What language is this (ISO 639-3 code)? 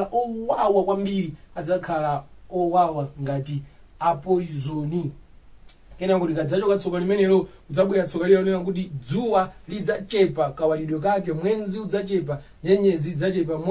nya